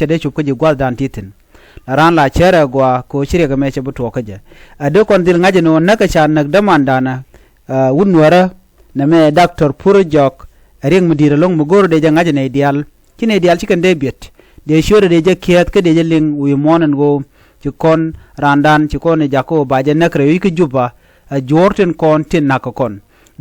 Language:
Nuer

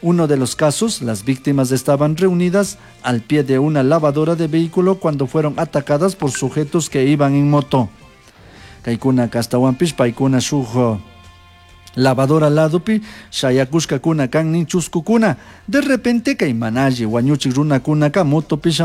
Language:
Chimborazo Highland Quichua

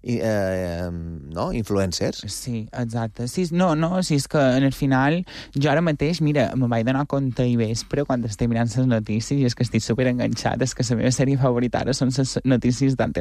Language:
Catalan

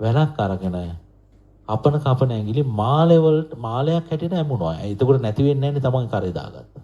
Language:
Sinhala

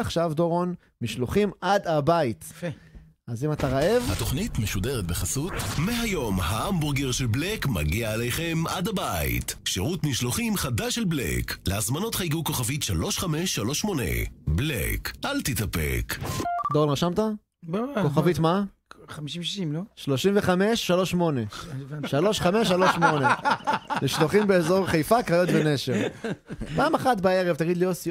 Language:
Hebrew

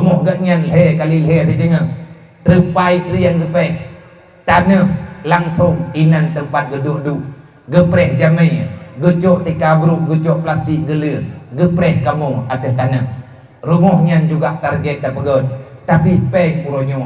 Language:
Achinese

